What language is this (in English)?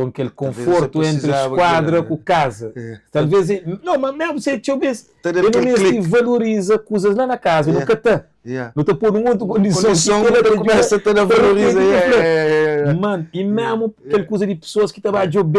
Kabuverdianu